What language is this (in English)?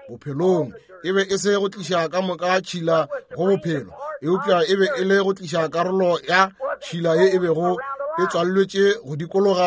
Northern Sotho